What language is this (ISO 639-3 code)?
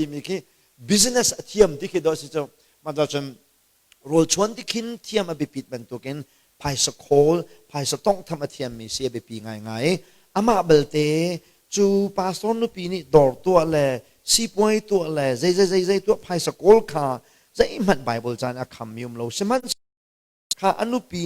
cnh